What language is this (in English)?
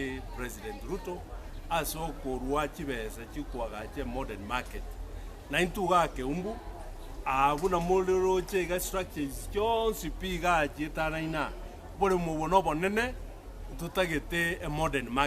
Gusii